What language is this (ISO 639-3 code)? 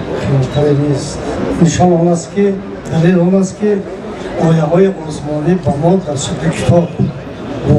tgk